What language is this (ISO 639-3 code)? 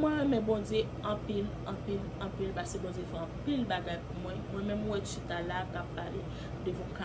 hat